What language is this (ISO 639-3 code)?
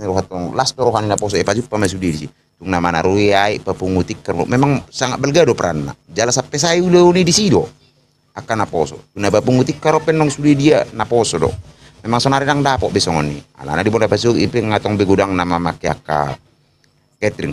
bbc